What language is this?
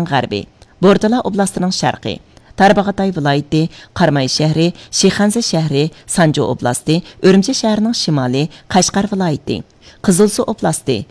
Uyghur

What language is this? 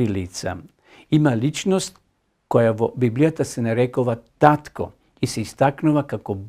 Macedonian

